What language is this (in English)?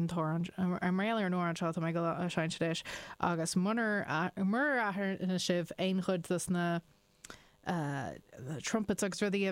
Irish